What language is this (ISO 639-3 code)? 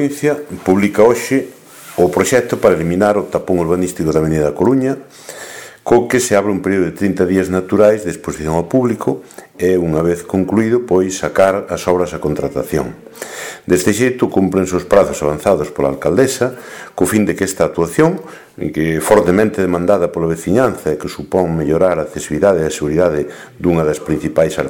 glg